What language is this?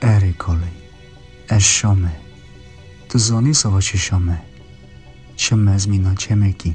Kurdish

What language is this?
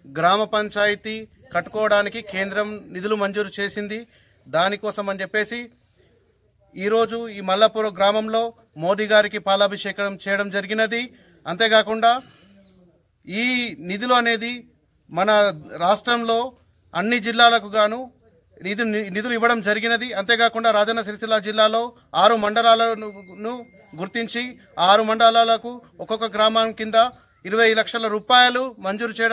Telugu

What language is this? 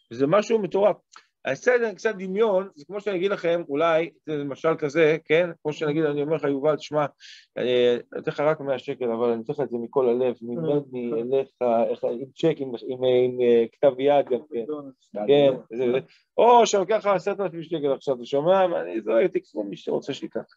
Hebrew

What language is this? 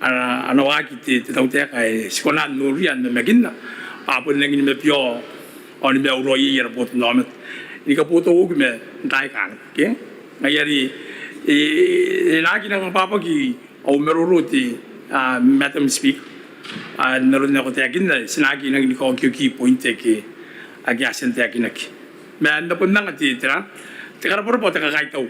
Gilbertese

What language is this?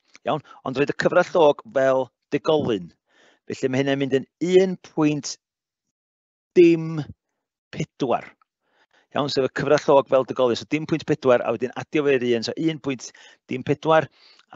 Welsh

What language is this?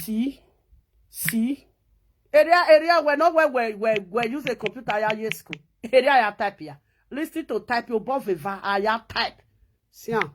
Nigerian Pidgin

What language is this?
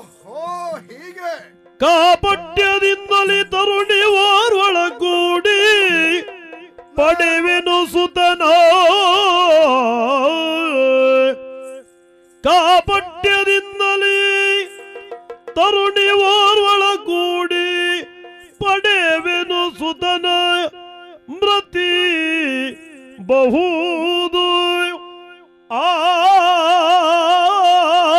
Kannada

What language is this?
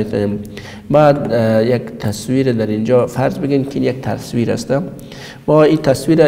Persian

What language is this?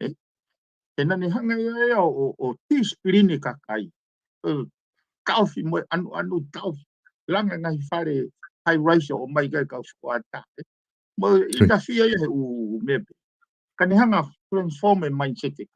Tongan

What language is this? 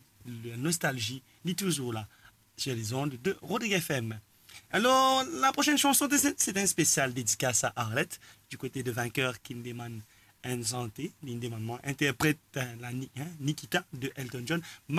Morisyen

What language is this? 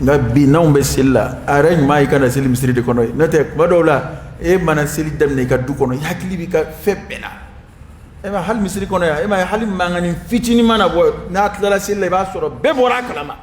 Dyula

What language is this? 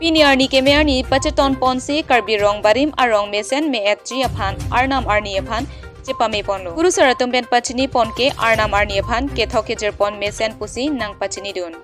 Karbi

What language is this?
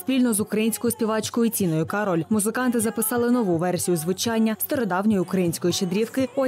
Ukrainian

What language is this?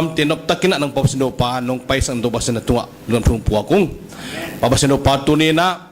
Paite Chin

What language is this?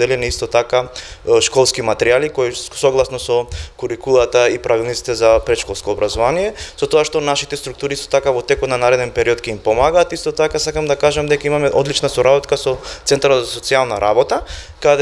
Macedonian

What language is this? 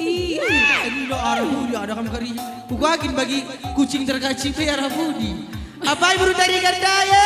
Batak Karo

